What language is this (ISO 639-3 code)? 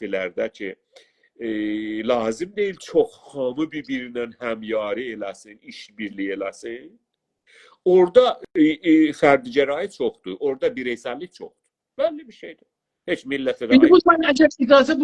azb